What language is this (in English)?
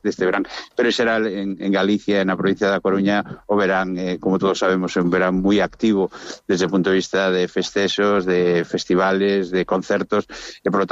Galician